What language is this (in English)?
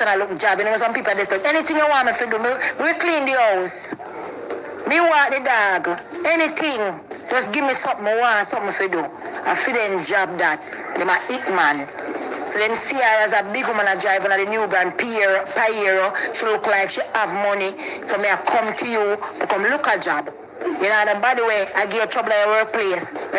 Jamaican Creole English